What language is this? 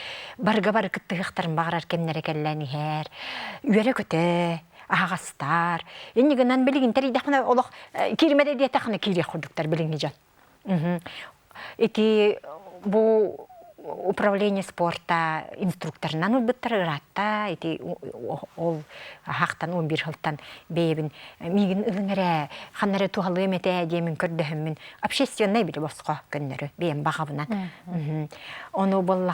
Yakut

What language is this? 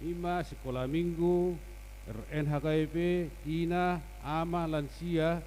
Batak Toba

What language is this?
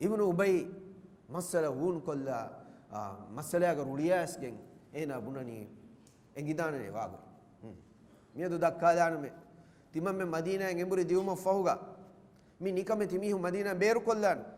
Divehi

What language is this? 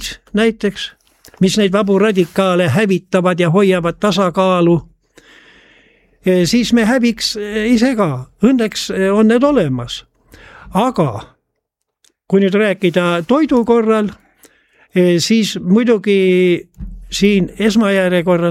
Estonian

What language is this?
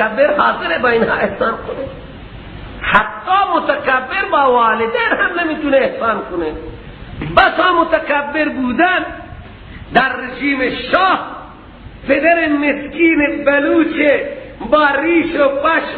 Persian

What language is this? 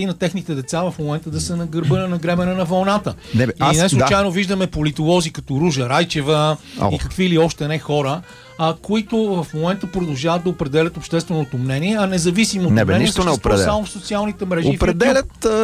Bulgarian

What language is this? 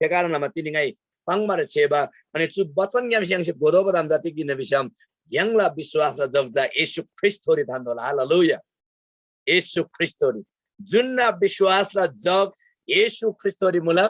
Eastern Tamang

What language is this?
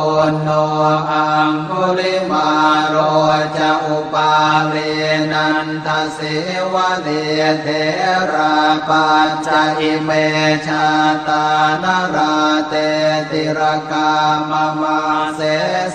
Pali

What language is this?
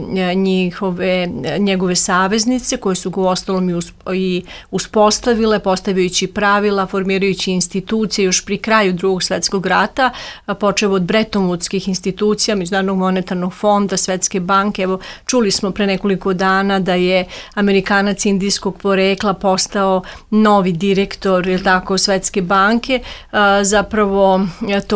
Serbian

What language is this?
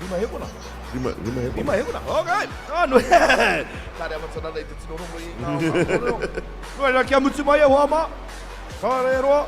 Māori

